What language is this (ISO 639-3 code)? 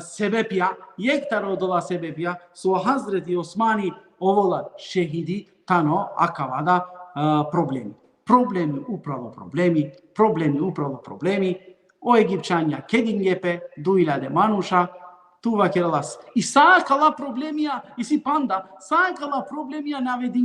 rmn